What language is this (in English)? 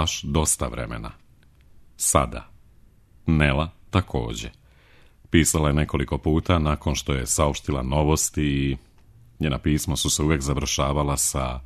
Serbian